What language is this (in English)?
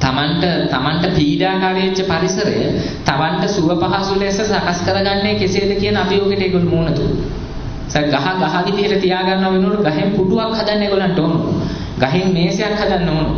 Sinhala